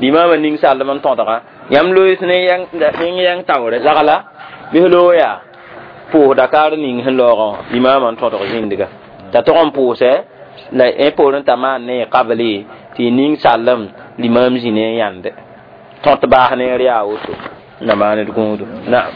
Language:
Mossi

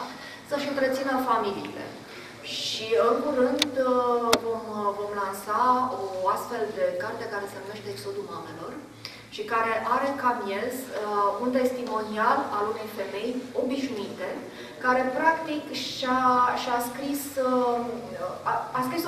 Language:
Romanian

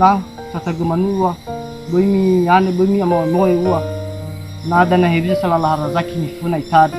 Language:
Nias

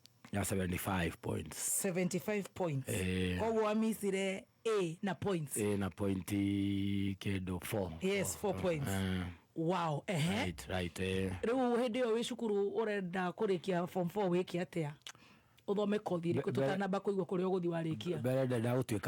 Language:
Kikuyu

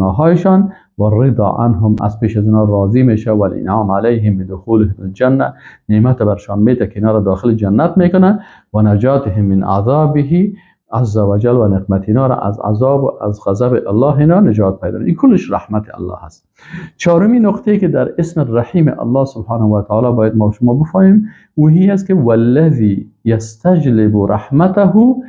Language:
Persian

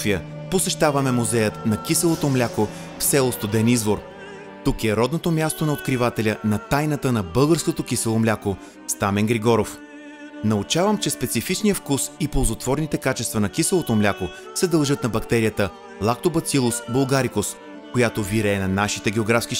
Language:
Bulgarian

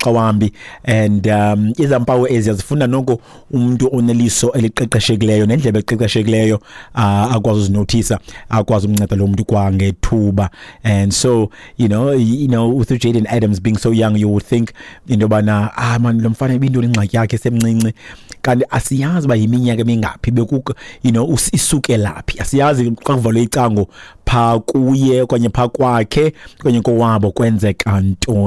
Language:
Xhosa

